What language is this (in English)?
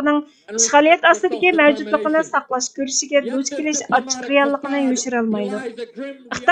Uyghur